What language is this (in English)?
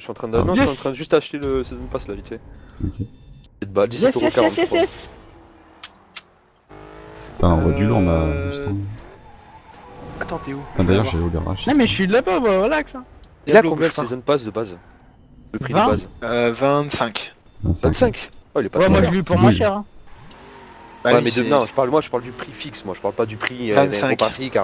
French